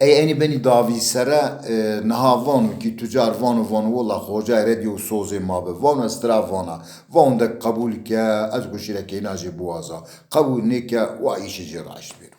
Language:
Zaza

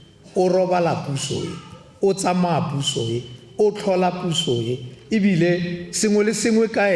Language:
Tswana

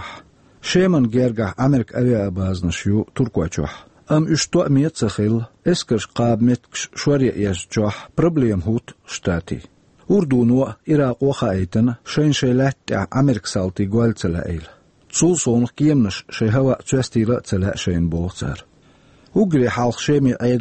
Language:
Chechen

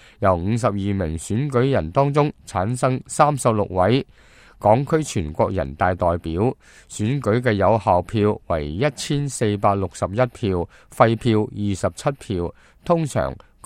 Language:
Cantonese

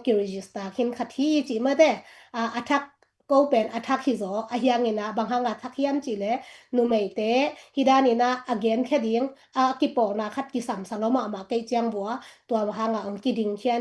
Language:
Tedim Chin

